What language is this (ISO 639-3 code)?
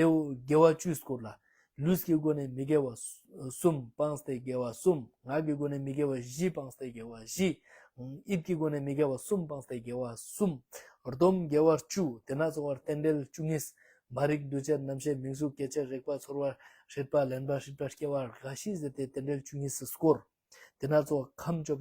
lbj